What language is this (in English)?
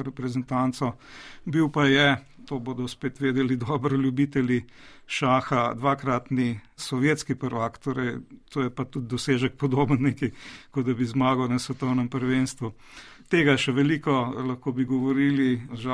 Slovenian